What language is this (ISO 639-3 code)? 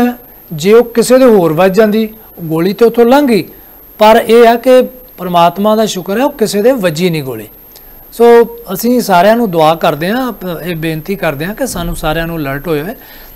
pan